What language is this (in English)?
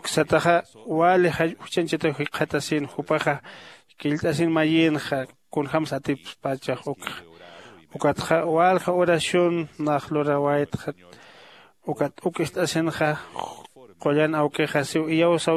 Aymara